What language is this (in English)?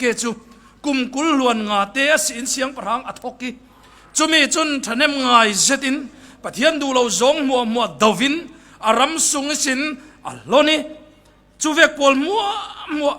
Falam Chin